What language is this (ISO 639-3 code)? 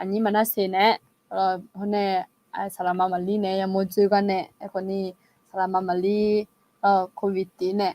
ahk